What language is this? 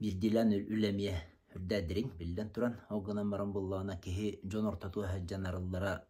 Yakut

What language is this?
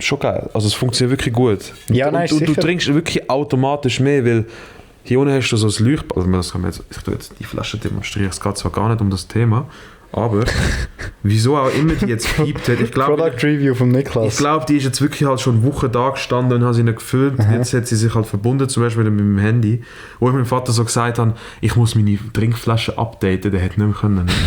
Swiss German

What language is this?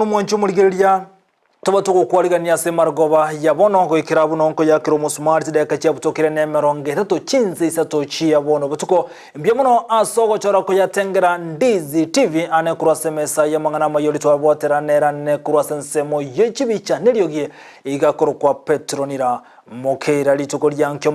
Gusii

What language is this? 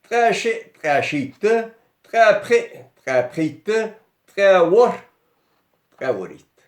Ingush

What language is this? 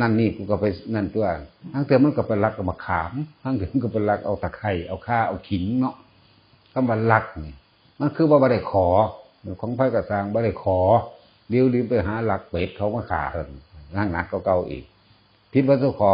Northeastern Thai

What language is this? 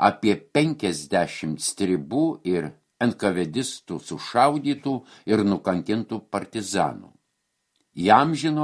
Lithuanian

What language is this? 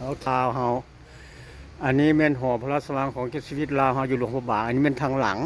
Lao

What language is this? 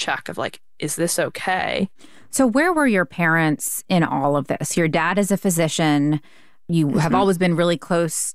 English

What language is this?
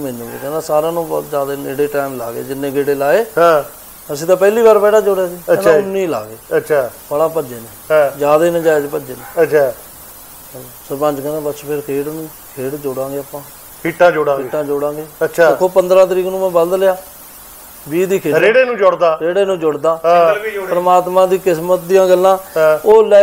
Punjabi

